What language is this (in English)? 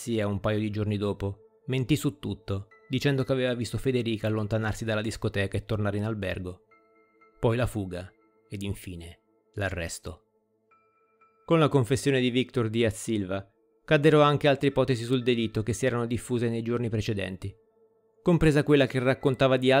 Italian